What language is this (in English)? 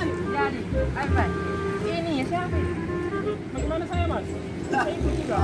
Makassar Malay